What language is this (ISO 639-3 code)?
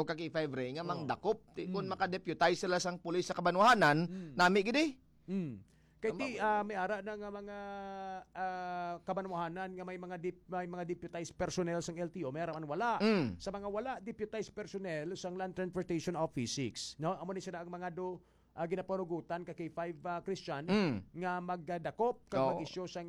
hil